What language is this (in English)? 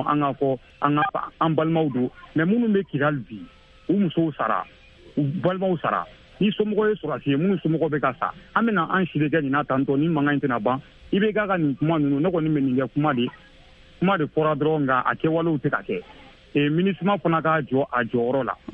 Bambara